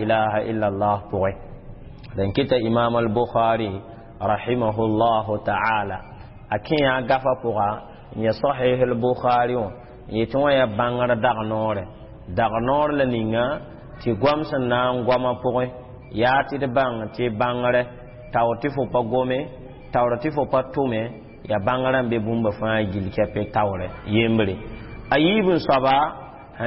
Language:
Mossi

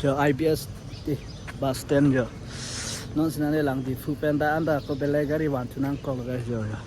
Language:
Karbi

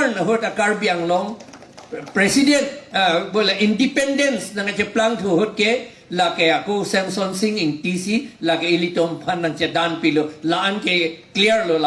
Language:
Karbi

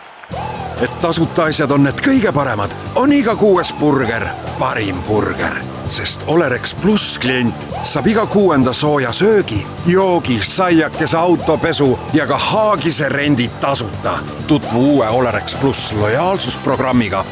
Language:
Estonian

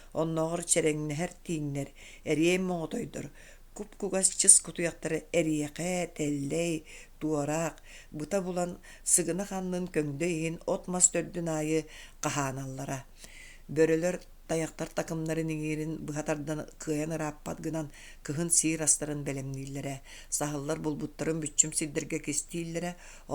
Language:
Yakut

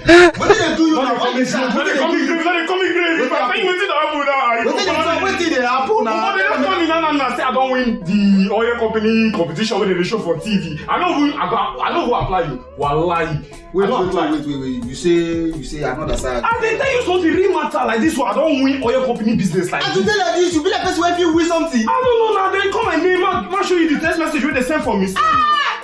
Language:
Nigerian Pidgin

